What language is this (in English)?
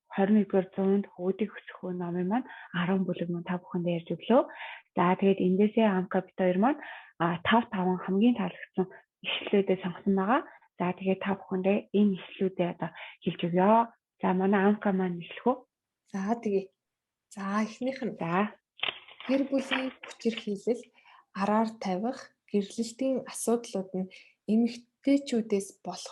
Mongolian